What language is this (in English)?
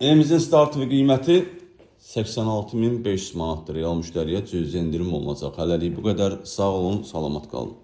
Azerbaijani